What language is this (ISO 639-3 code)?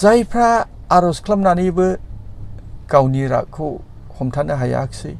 brx